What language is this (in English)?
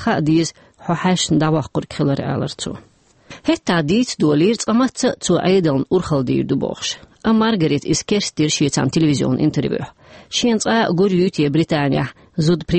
Chechen